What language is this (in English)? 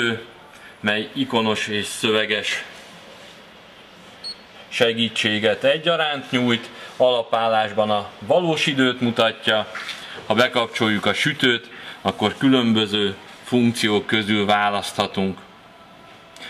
Hungarian